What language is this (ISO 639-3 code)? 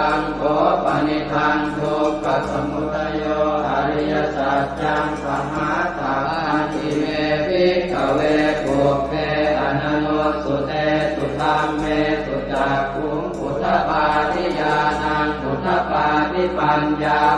pli